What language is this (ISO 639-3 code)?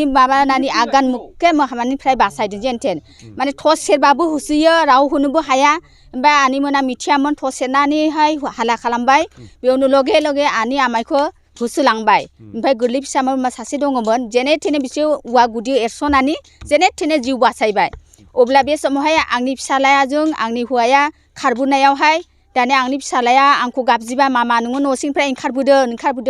brx